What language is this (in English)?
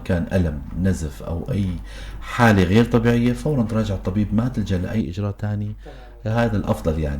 North Levantine Arabic